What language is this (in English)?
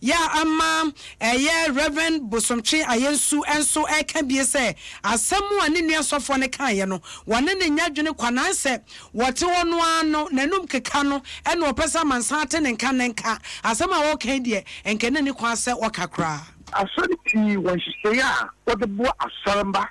Akan